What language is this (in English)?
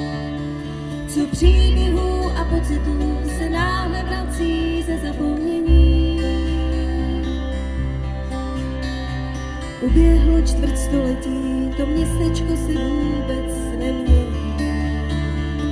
Czech